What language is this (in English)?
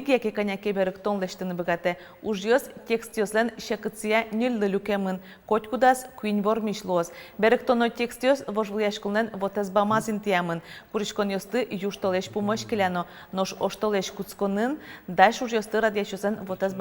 Udmurt